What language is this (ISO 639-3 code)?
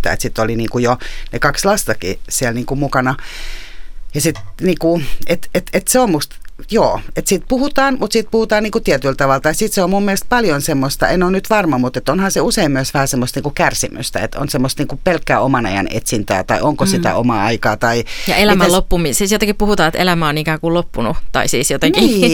fin